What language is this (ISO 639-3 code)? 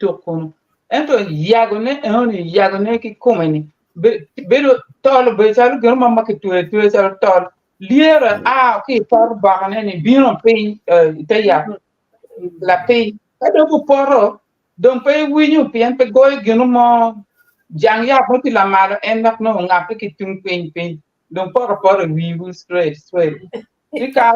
ach